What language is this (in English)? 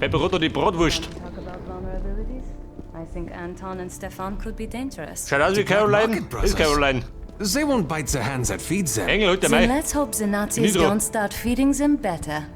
Bavarian